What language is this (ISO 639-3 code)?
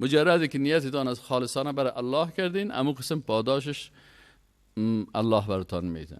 fas